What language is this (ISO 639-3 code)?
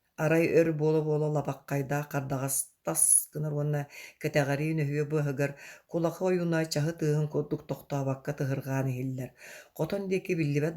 sah